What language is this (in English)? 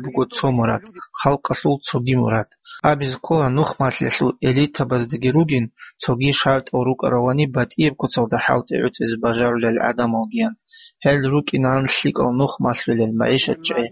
Avaric